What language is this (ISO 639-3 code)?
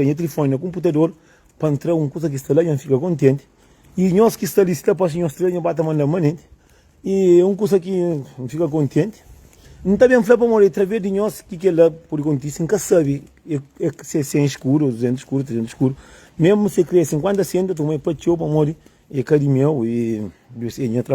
kea